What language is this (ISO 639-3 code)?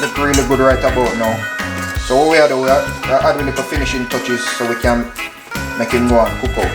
jam